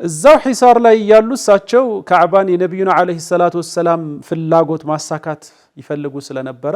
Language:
Amharic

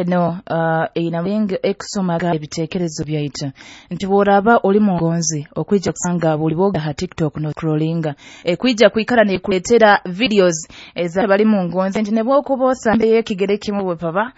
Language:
Nyoro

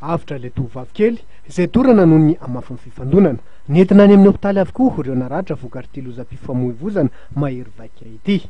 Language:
Malagasy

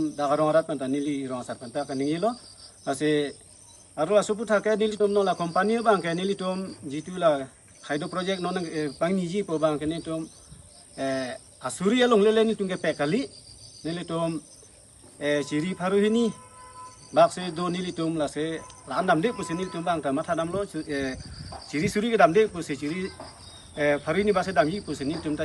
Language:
Karbi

